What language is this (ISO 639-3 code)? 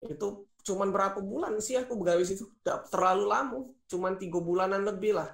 mui